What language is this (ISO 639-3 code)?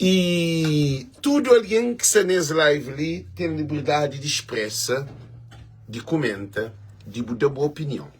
kea